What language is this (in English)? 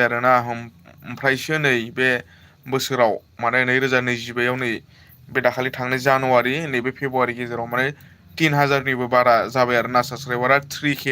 Bodo